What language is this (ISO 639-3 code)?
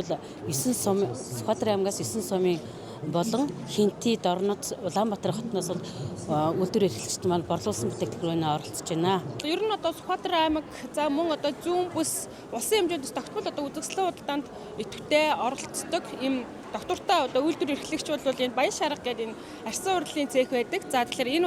mon